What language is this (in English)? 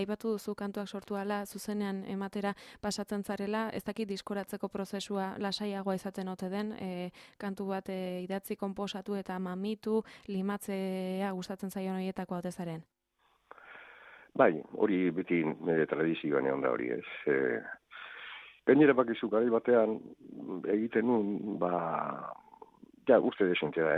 Basque